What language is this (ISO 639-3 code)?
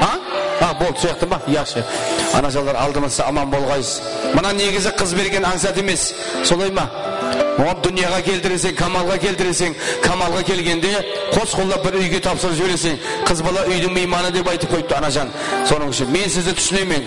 kaa